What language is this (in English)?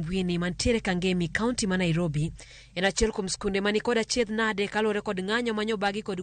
Luo (Kenya and Tanzania)